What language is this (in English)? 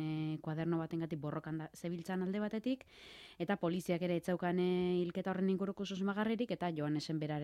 Basque